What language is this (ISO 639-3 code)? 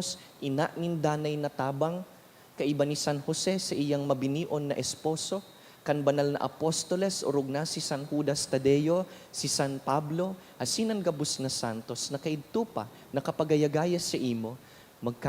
bik